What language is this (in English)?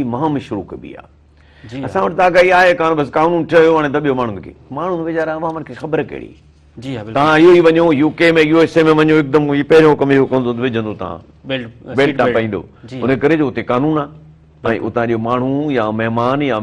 Sindhi